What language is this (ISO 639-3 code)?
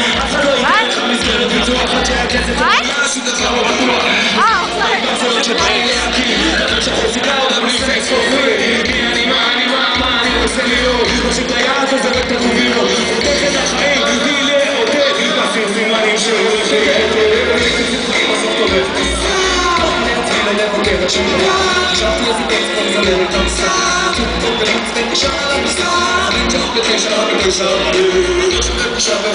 heb